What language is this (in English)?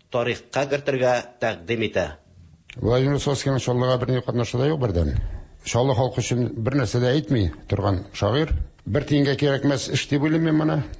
Tatar